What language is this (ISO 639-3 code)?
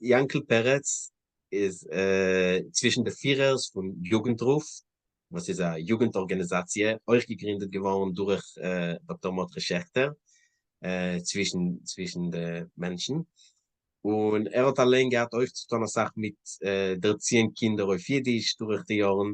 yid